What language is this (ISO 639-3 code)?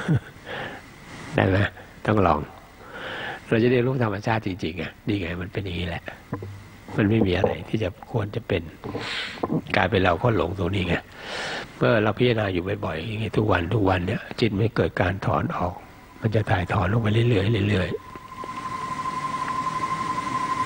tha